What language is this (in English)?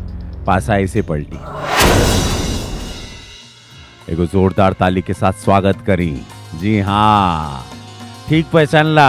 Bhojpuri